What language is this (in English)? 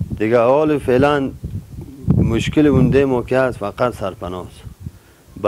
Persian